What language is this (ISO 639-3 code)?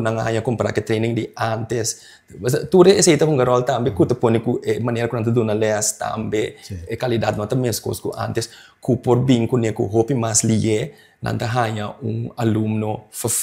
pap